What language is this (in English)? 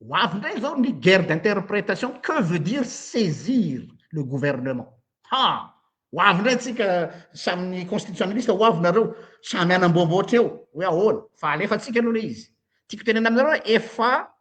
Malagasy